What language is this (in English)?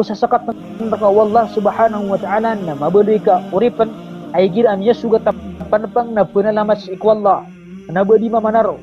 Maranao